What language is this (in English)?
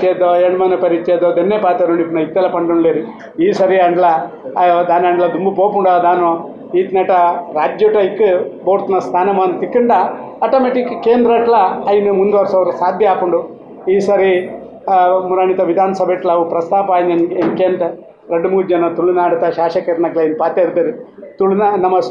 Tulu